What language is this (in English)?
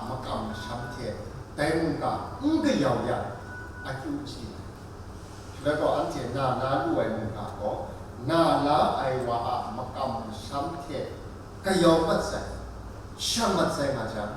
Kachin